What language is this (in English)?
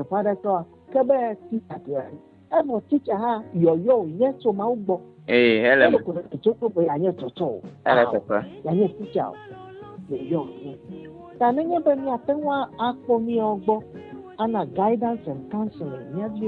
Ewe